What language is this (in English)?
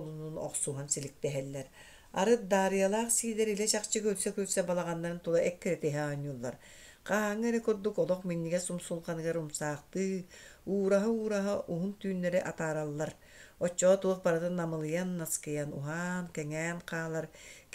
Yakut